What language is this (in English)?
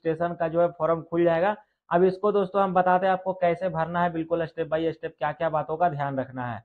Hindi